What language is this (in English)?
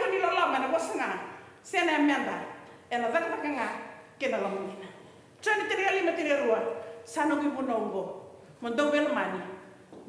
Fijian